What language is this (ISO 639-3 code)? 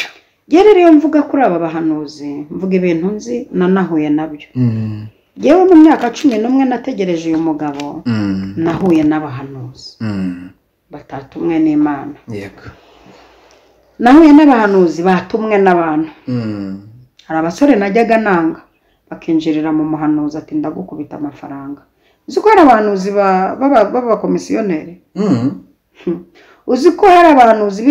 kin